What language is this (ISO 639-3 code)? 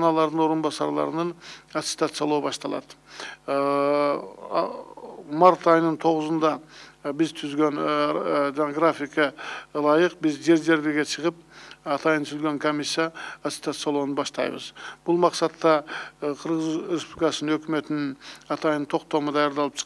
kir